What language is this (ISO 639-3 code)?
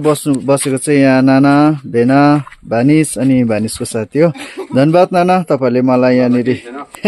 nep